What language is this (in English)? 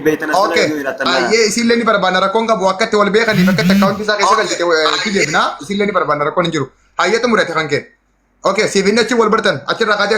Oromo